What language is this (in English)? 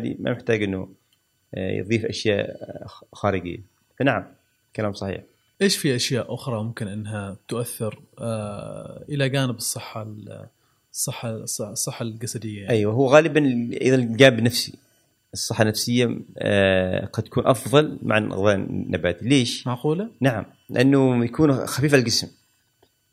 Gulf Arabic